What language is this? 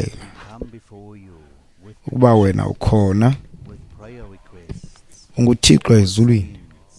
Xhosa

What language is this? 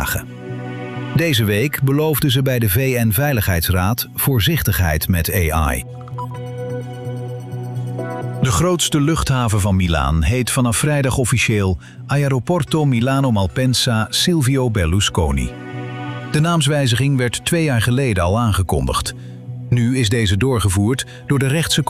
Dutch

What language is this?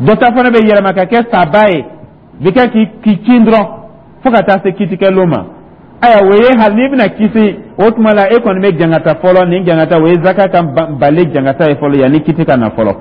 Dyula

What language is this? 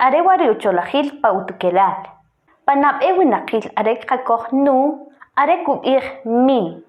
Kʼicheʼ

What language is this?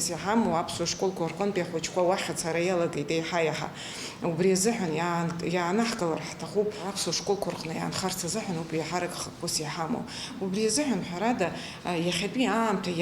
Abkhazian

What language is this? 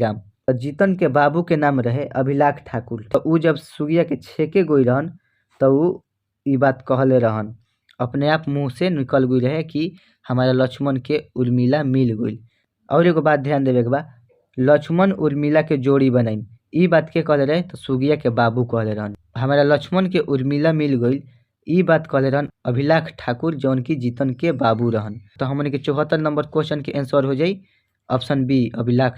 Bhojpuri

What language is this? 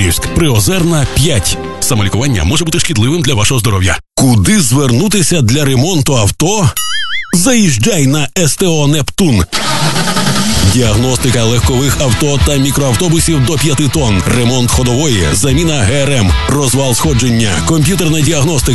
Ukrainian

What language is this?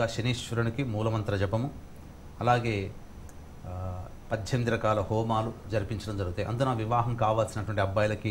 Telugu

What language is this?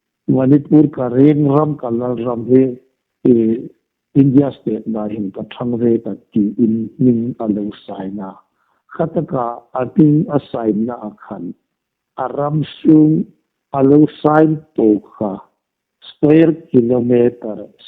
Hmar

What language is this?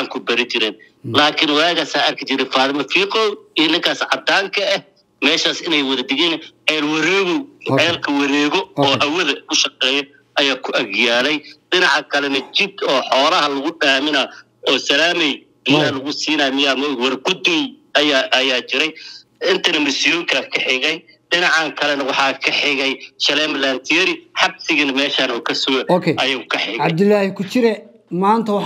Somali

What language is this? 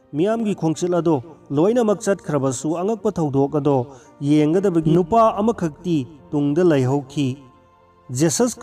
Manipuri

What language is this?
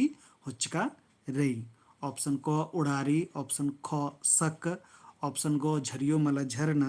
Kurukh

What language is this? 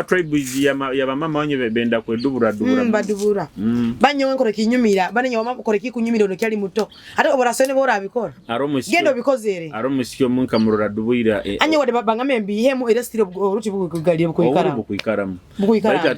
Nyoro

